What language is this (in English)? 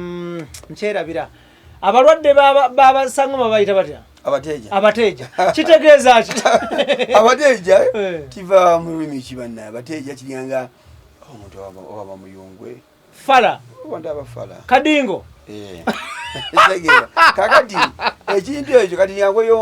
Ganda